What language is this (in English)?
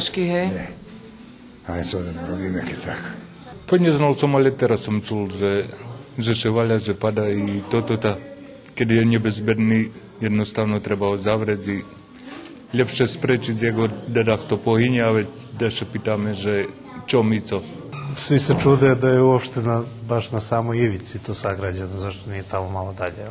Rusyn